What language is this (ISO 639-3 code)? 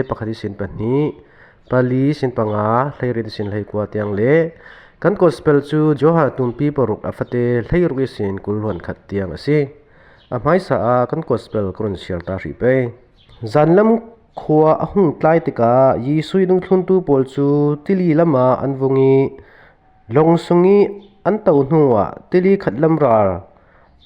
cfm